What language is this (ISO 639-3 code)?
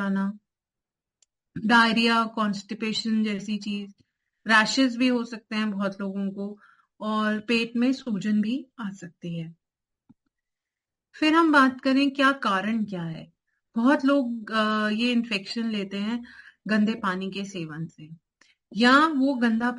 hin